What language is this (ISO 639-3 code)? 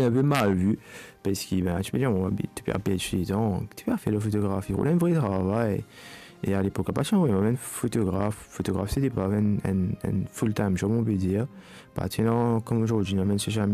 mfe